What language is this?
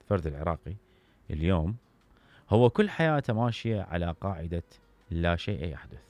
Mesopotamian Arabic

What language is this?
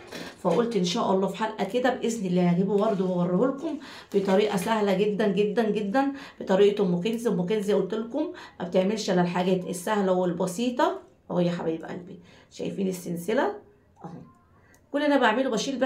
Egyptian Arabic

